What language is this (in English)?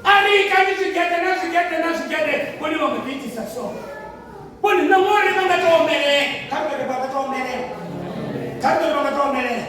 Venda